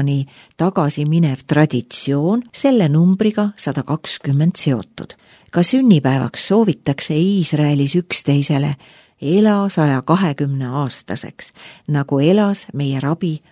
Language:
Estonian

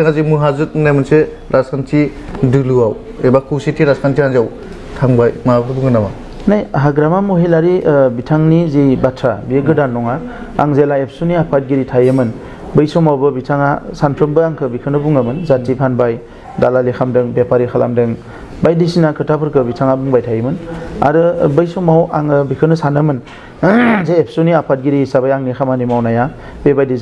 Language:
Bodo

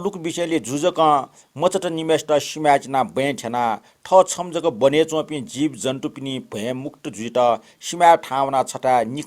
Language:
Newari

